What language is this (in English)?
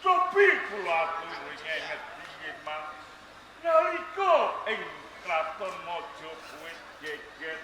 Javanese